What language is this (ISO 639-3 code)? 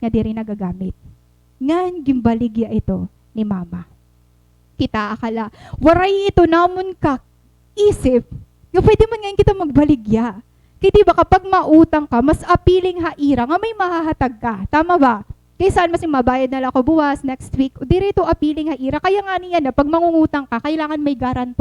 war